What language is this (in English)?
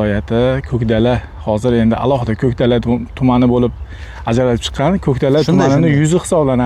Uzbek